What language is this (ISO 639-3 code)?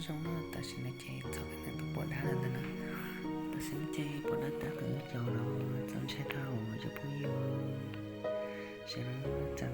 hmn